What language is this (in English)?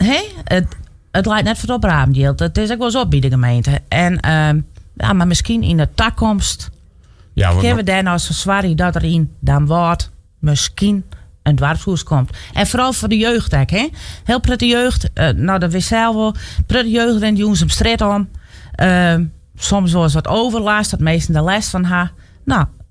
Western Frisian